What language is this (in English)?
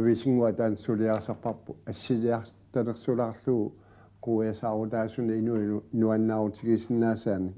Kalaallisut